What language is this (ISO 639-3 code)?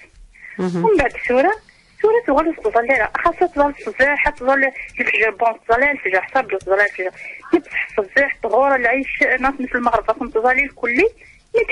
kab